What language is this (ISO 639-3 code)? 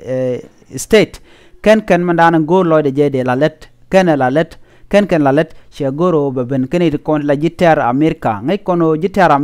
nus